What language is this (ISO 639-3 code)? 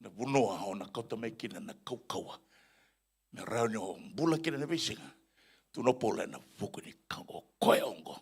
fij